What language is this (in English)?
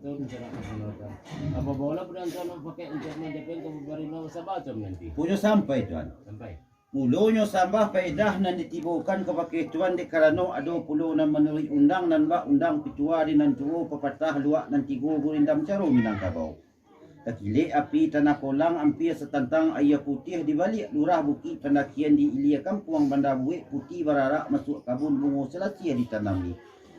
Minangkabau